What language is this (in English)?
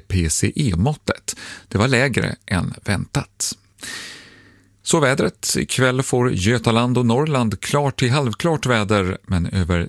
Swedish